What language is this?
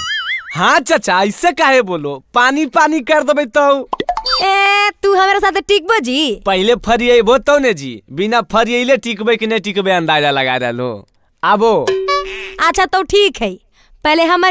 Magahi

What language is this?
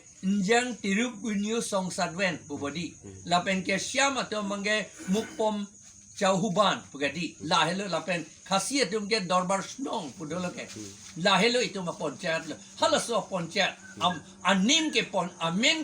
Karbi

